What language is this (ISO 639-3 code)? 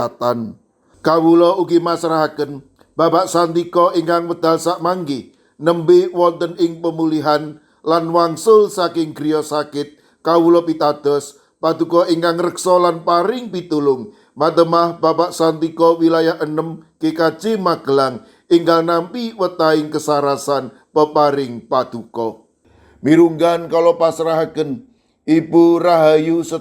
jav